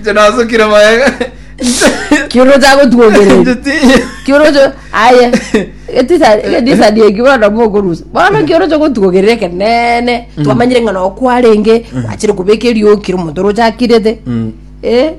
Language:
Gusii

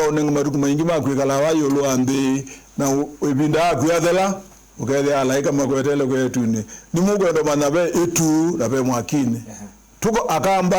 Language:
Kamba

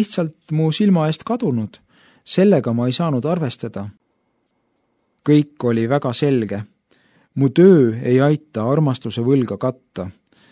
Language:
Estonian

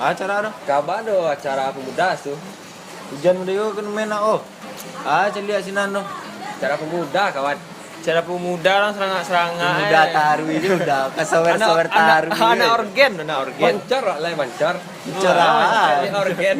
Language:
Minangkabau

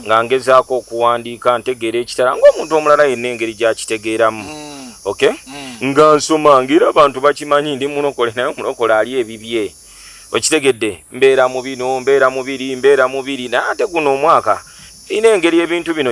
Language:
Ganda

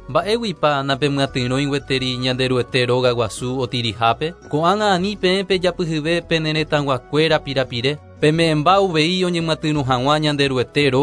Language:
Guarani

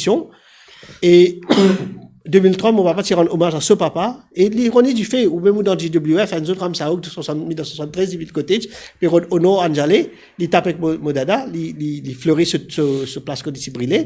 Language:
Morisyen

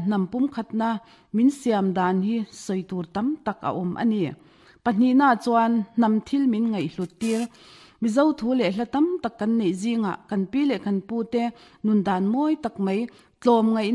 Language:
Mizo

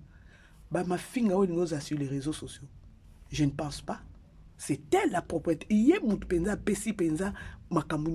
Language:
Lingala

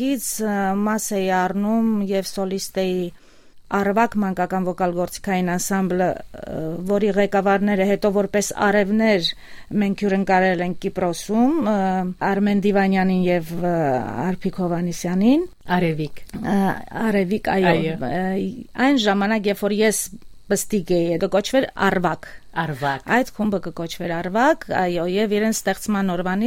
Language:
Armenian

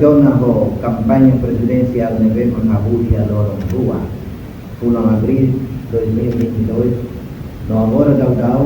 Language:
Tetum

